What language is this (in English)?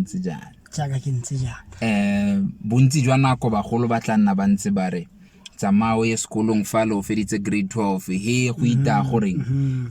Tswana